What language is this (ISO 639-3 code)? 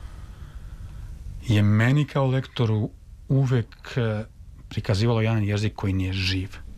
srp